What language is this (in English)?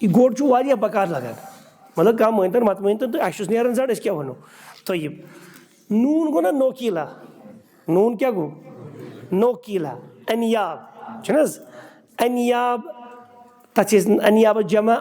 Kashmiri